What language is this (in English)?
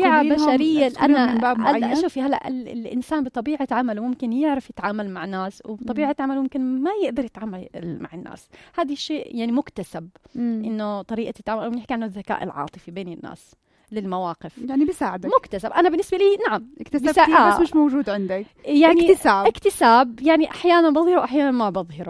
North Levantine Arabic